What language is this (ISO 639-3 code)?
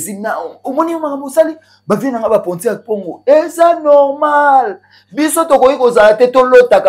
lin